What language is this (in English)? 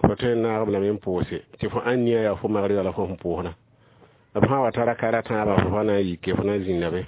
Mossi